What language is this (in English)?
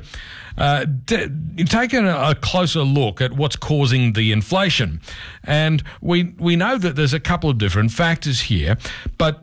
English